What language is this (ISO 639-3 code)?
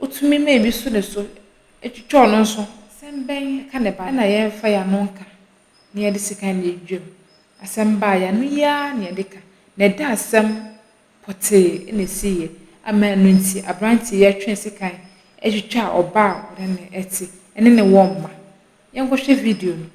aka